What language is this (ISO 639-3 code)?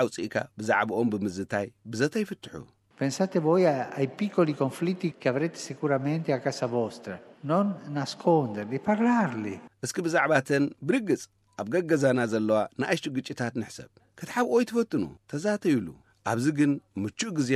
tir